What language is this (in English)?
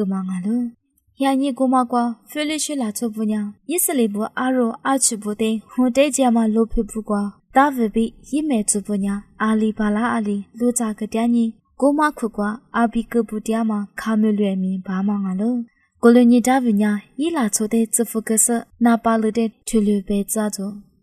Lisu